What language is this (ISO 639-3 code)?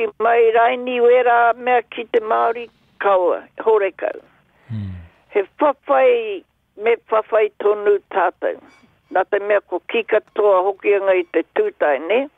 mri